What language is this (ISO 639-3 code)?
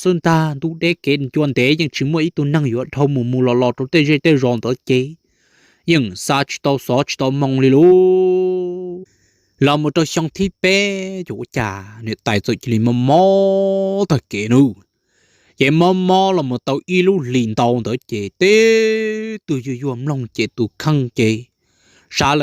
hmn